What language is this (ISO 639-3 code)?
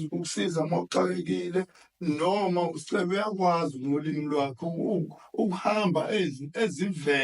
zul